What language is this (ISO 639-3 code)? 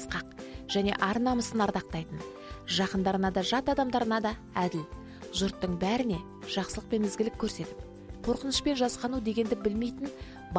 kaz